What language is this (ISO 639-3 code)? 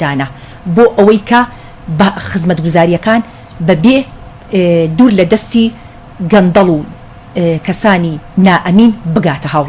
ckb